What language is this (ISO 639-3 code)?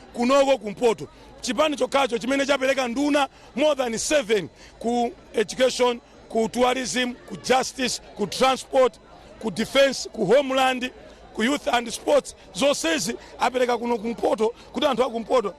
nya